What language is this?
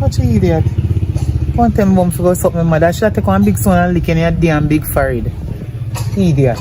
Jamaican Creole English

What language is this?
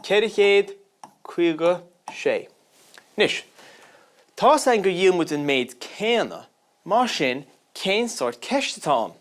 Irish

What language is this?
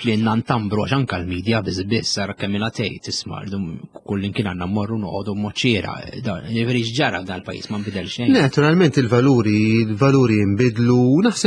Maltese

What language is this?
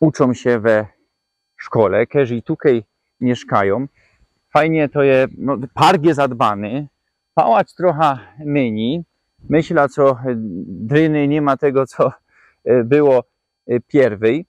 Silesian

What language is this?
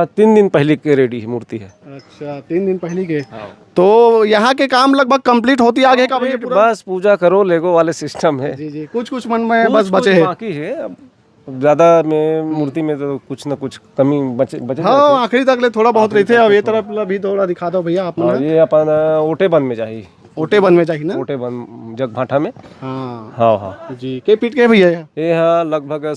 Chhattisgarhi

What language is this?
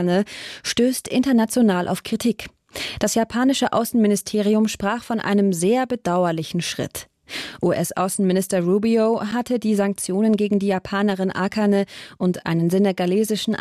German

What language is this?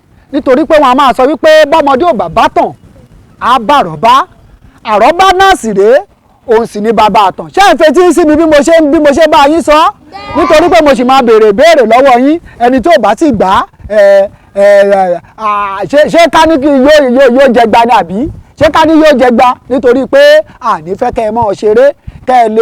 Yoruba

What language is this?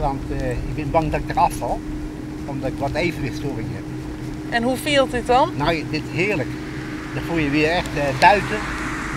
Western Frisian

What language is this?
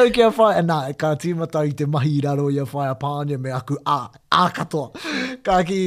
Māori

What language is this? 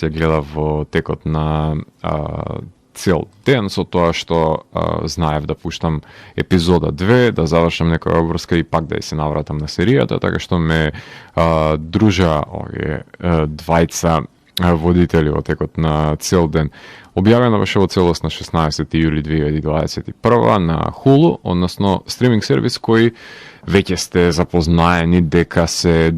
Macedonian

